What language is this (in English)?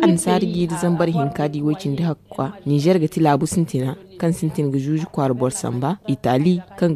Zarma